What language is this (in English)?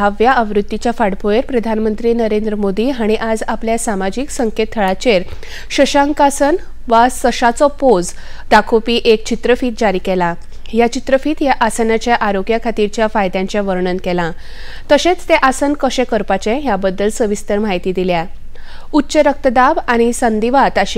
Konkani